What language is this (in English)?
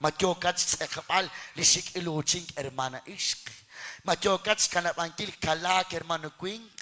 Kekchí